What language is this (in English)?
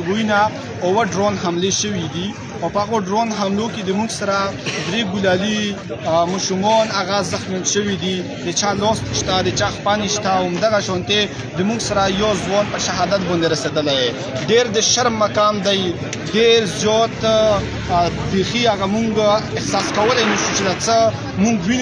Pashto